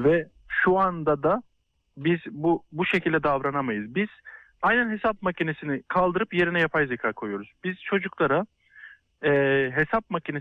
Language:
Turkish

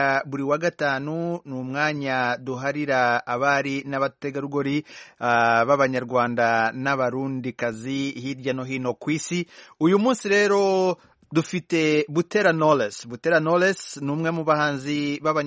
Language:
Kinyarwanda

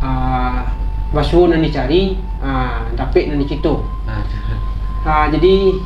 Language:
Minangkabau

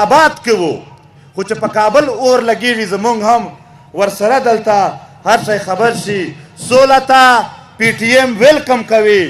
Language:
Pashto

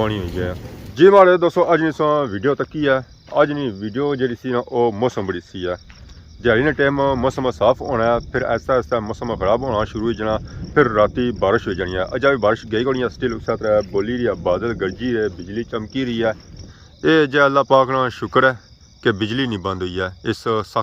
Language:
Pahari-Potwari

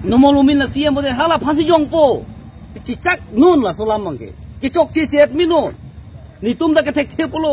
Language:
Karbi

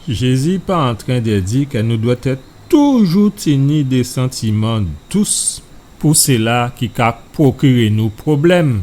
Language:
Guadeloupean Creole French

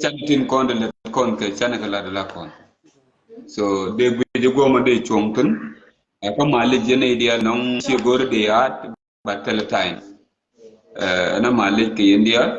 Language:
Nuer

